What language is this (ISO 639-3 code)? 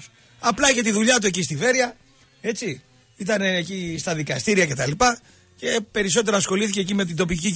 ell